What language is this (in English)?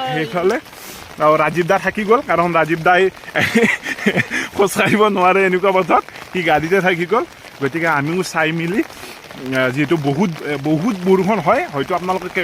Assamese